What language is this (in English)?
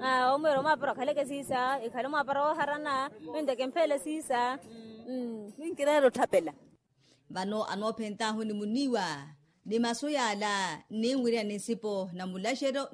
Makhuwa